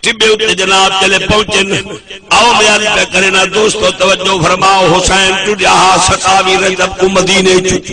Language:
Saraiki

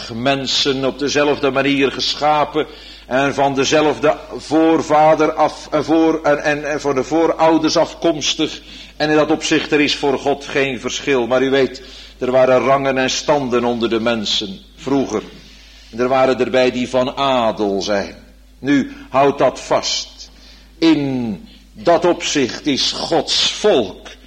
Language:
Dutch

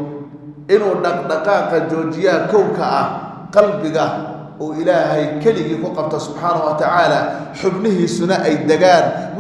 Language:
Somali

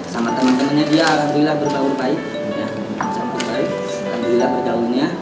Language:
Indonesian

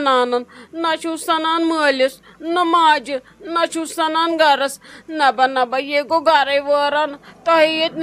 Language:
Kashmiri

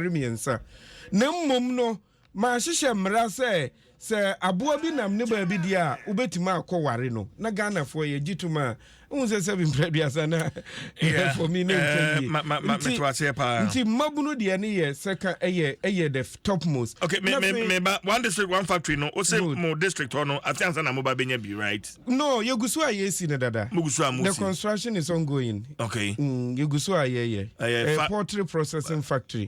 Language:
Akan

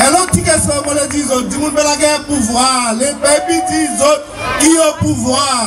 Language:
Seselwa Creole French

